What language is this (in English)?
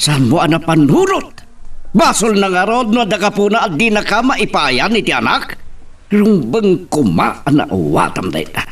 Iloko